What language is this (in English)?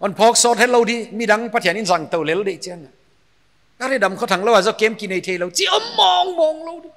Paite Chin